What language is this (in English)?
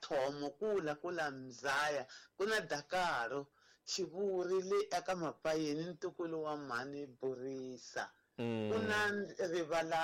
Tsonga